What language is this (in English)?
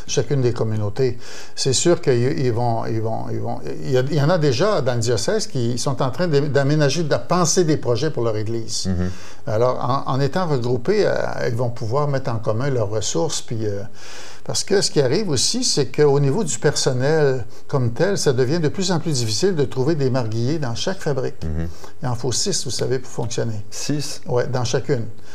French